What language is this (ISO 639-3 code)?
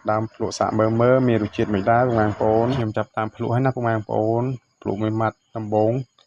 khm